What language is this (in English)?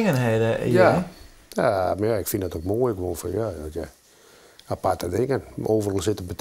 Western Frisian